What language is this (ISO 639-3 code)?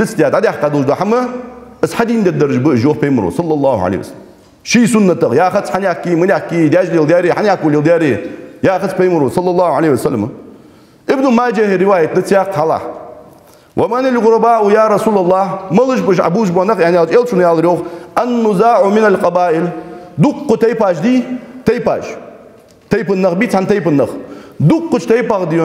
inh